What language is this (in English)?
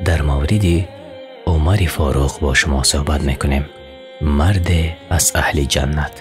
Tajik